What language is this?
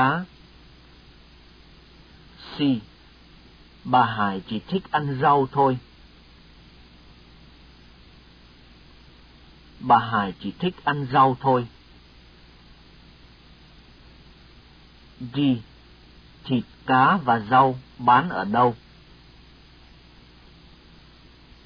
Vietnamese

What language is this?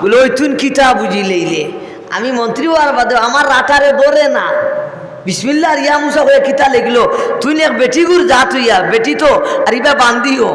Sylheti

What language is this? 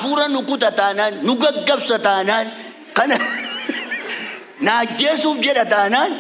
Oromo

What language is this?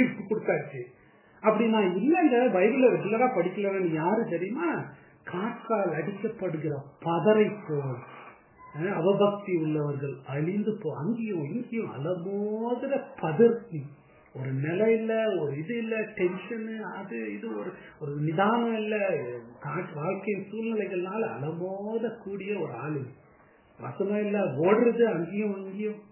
Tamil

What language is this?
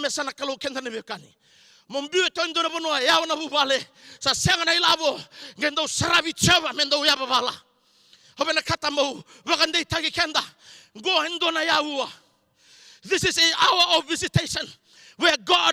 Fijian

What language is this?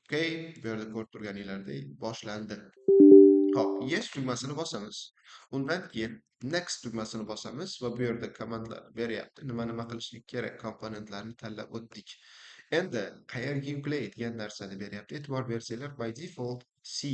Uzbek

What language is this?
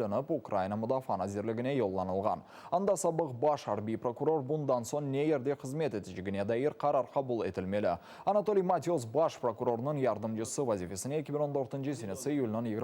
Crimean Tatar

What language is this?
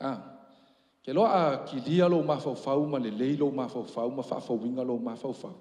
Samoan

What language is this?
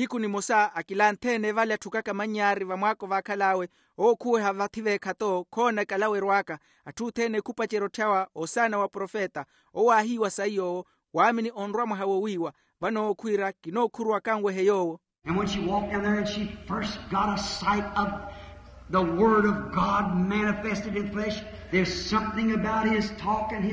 Makhuwa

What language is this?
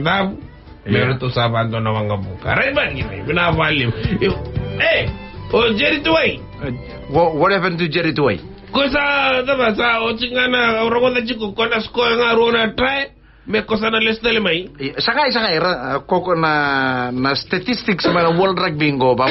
Fijian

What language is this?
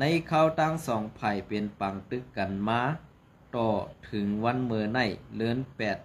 Shan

